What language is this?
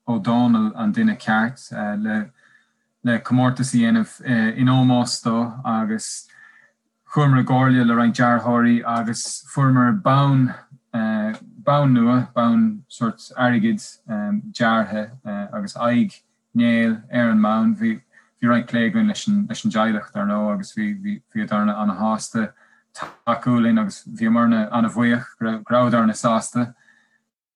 Irish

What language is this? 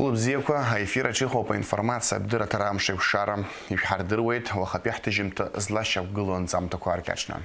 Abkhazian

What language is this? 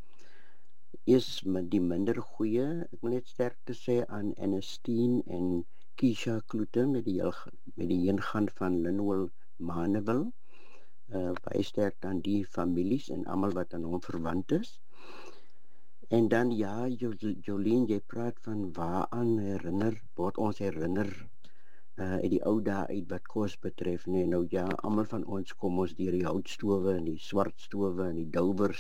Afrikaans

